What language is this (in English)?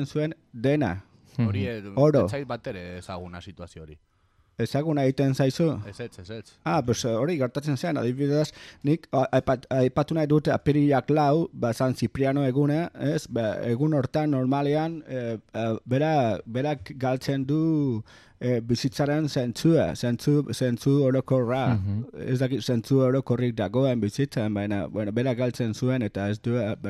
Basque